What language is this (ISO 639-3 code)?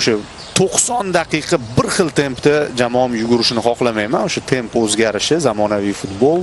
uzb